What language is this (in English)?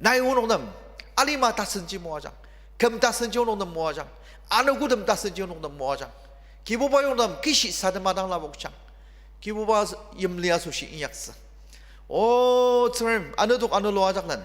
Ao Naga